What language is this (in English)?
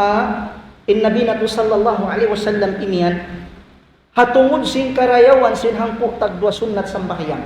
Tausug